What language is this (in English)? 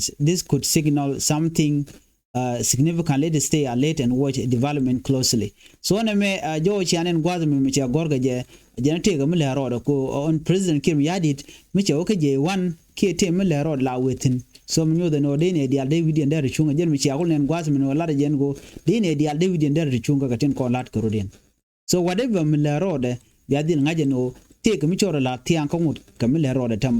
Nuer